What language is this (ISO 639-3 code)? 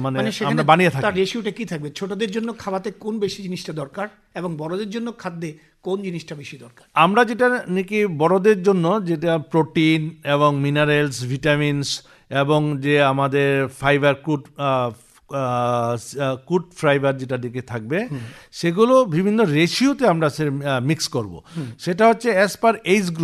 ben